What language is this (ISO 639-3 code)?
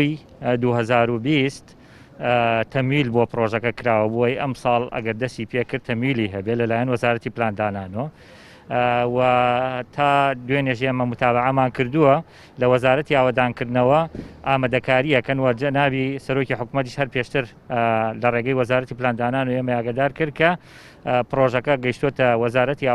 ckb